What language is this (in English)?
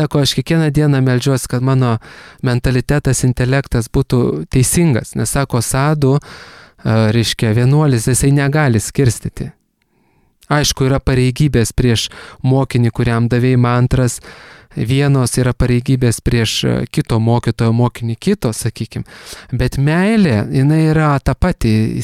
Lithuanian